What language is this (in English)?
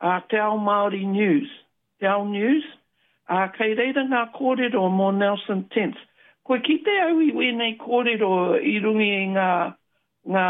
Māori